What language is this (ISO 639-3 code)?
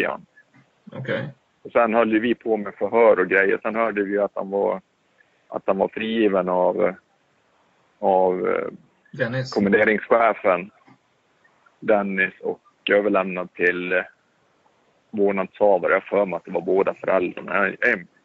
swe